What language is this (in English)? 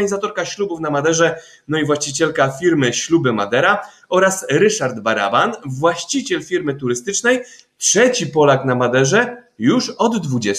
Polish